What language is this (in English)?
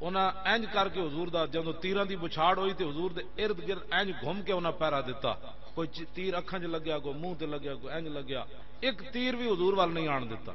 Western Panjabi